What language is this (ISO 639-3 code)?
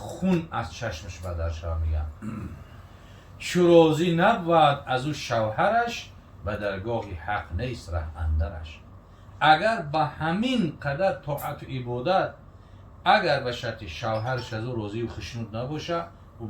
tgk